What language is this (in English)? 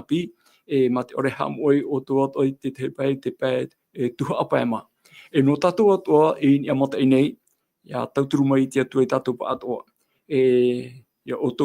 Tahitian